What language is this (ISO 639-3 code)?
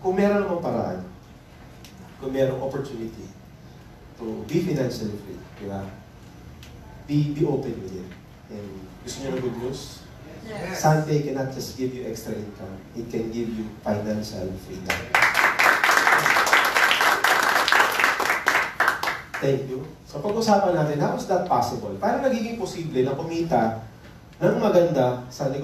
fil